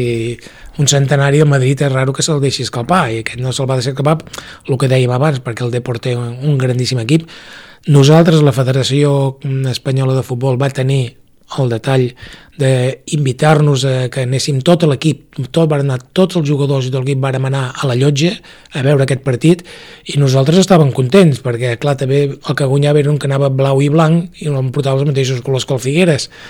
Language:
Catalan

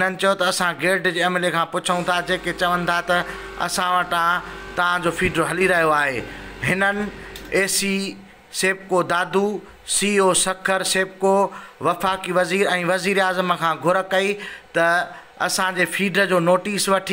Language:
Sindhi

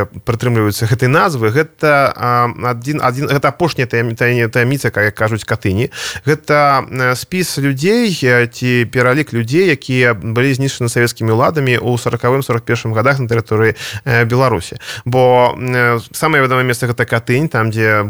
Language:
Belarusian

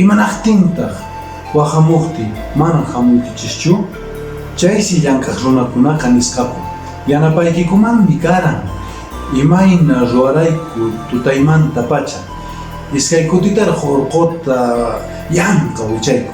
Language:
Quechua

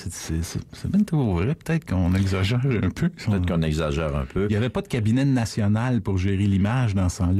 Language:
French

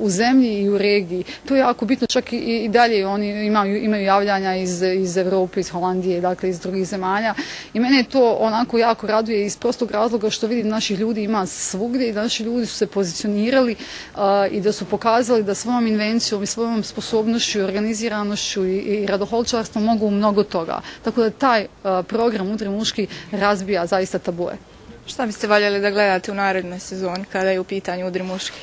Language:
Bosnian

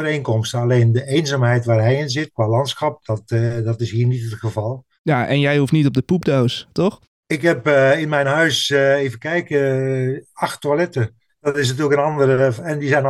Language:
Dutch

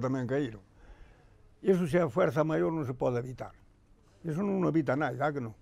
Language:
Galician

